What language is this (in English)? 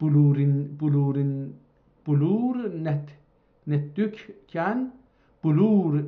South Azerbaijani